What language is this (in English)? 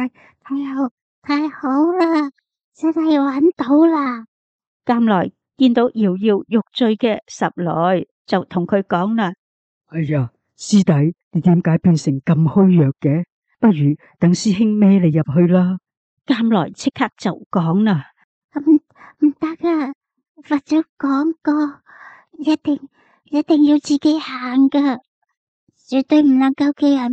Cantonese